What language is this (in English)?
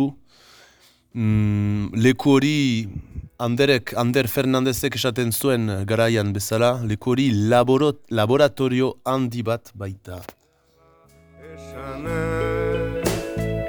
Basque